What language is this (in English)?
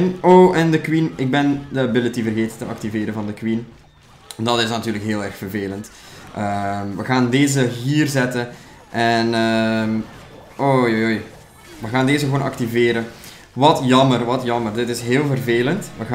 Dutch